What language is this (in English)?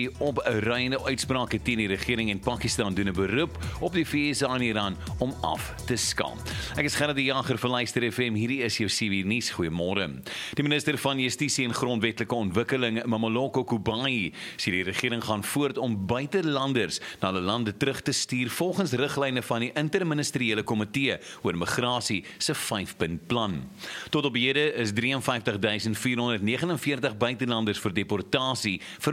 Afrikaans